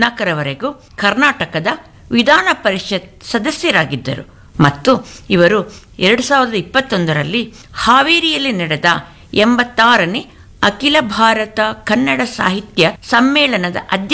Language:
Kannada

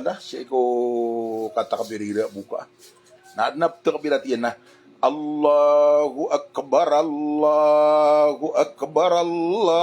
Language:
Maranao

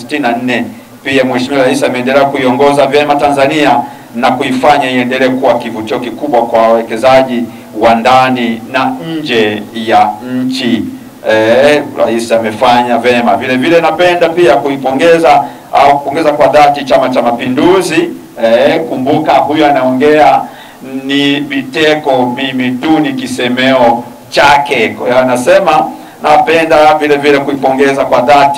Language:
Swahili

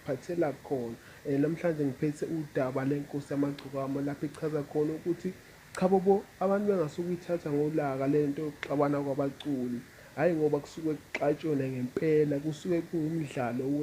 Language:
Zulu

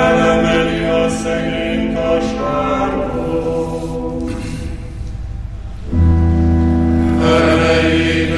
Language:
Hungarian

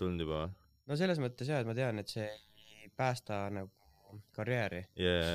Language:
Estonian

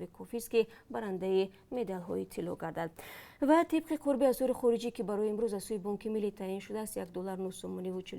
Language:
Tajik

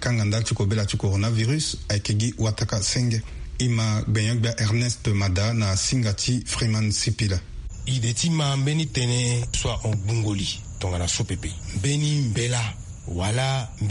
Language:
Sango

